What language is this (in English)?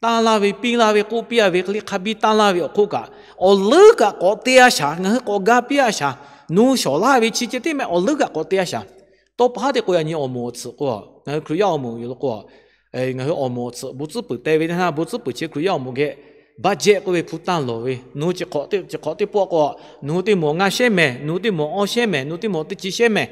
Lahu